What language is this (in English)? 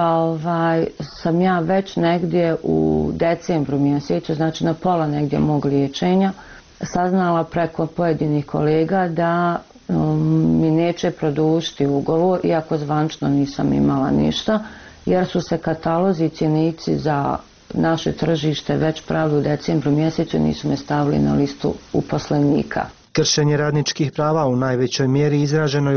Bosnian